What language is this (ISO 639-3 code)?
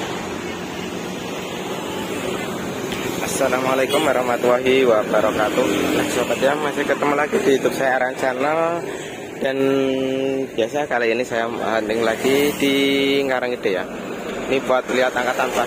ind